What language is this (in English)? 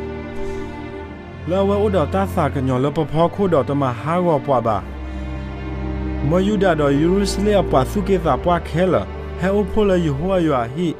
S'gaw Karen